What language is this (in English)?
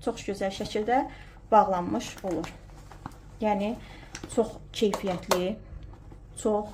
Azerbaijani